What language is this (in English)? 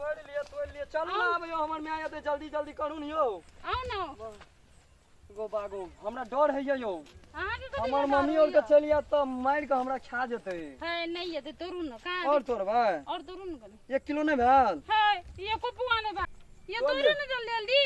Maithili